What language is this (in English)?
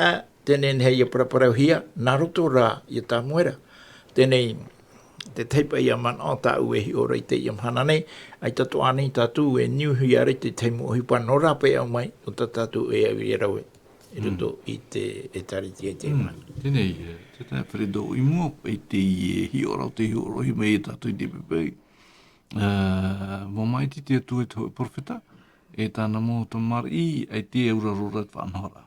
Tahitian